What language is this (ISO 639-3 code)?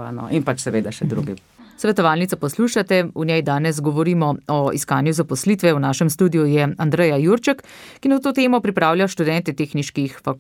slv